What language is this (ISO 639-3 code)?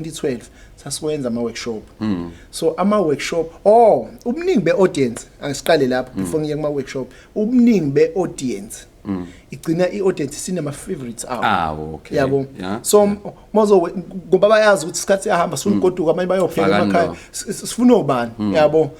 zul